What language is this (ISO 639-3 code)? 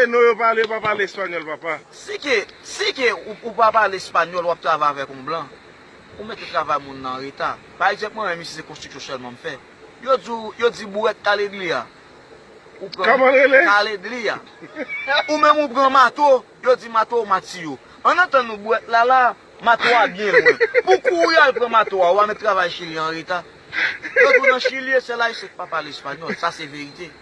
hat